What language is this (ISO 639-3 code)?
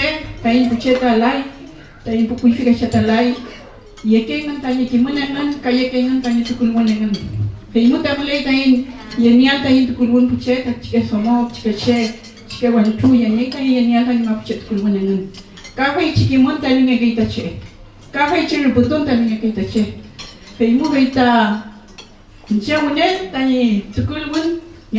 arn